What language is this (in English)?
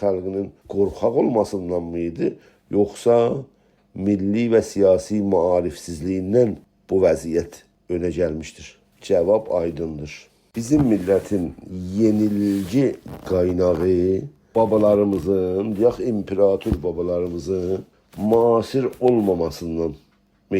South Azerbaijani